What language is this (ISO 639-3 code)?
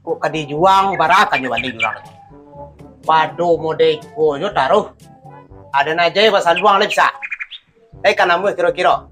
min